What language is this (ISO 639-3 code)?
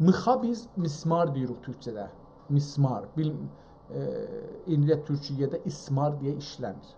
azb